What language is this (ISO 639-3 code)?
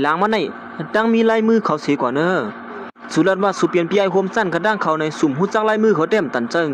shn